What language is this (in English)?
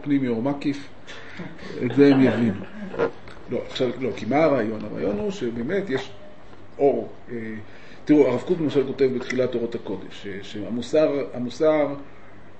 Hebrew